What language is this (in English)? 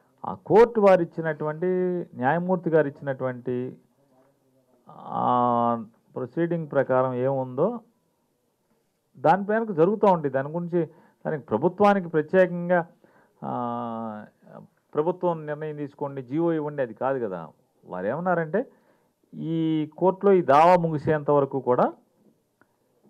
Telugu